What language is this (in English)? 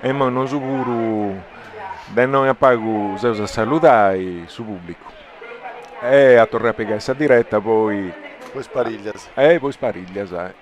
Sardinian